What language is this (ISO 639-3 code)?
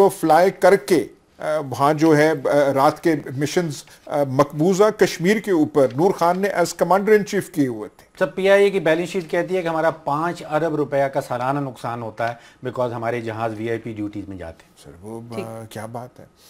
urd